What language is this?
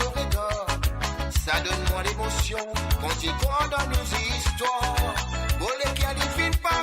Morisyen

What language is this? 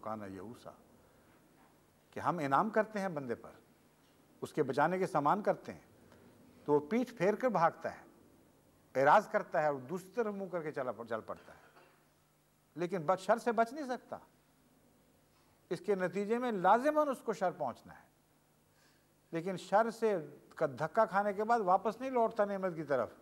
Urdu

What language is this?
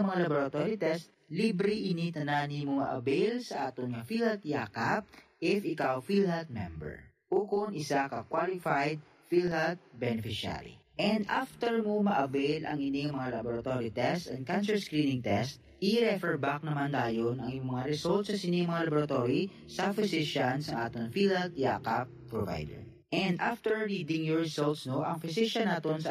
Hiligaynon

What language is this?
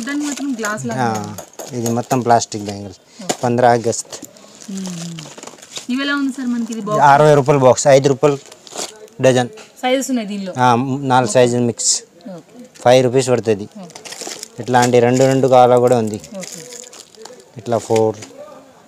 Telugu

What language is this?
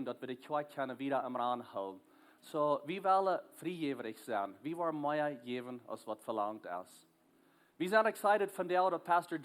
Plautdietsch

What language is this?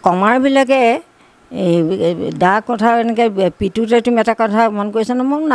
Assamese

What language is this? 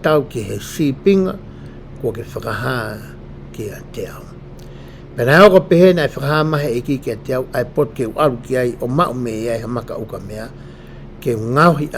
Tongan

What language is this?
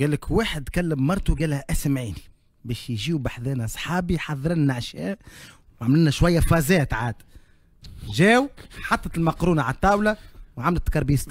Tunisian Arabic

